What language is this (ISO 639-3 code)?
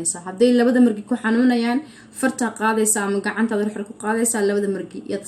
som